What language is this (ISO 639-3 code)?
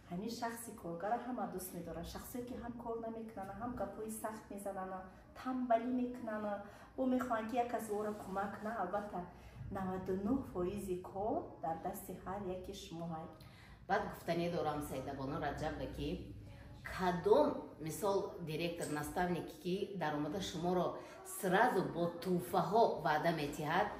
tgk